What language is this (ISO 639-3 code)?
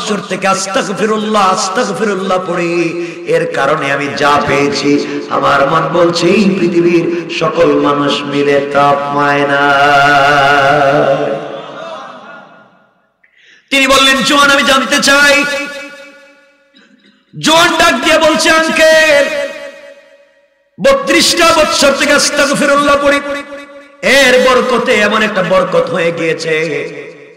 ben